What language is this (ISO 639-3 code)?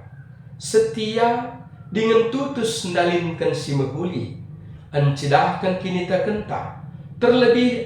btx